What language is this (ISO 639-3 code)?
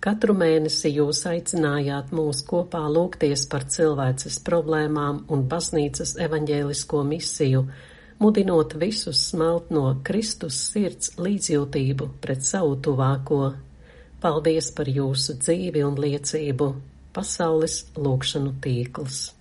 lav